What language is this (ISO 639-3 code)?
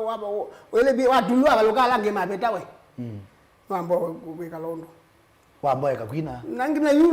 kam